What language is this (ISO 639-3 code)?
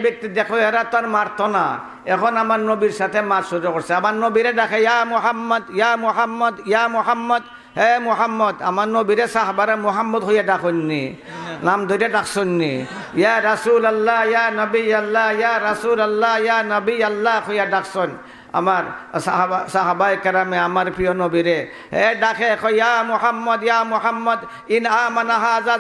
syl